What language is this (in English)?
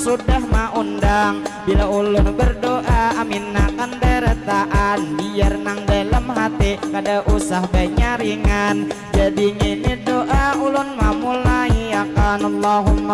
Banjar